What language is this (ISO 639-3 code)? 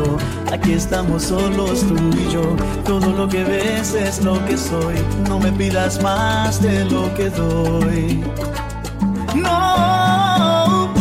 spa